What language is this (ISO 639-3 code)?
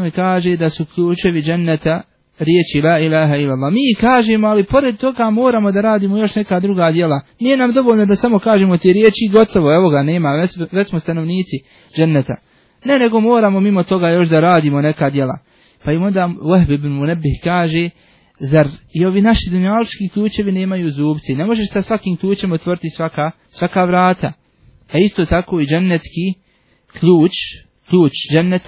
bos